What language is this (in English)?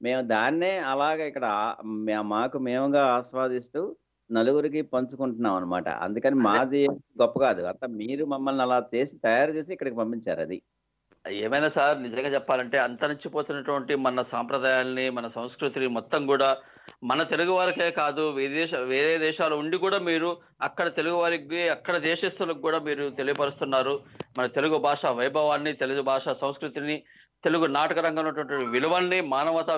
Telugu